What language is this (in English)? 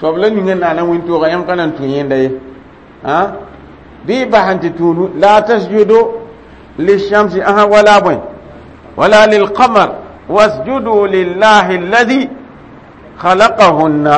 Mossi